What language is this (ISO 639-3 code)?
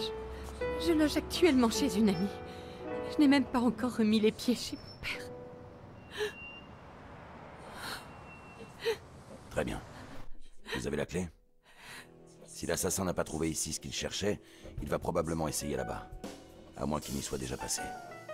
fra